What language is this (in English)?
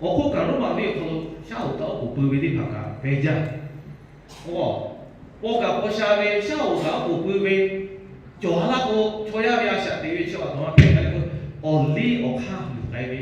Lahu